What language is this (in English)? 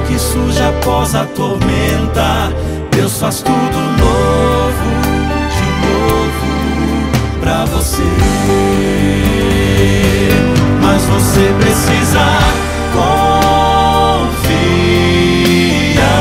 Portuguese